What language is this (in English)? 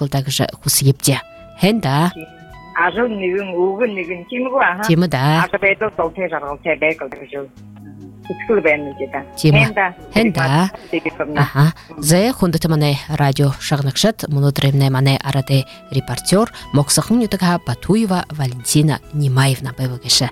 Buriat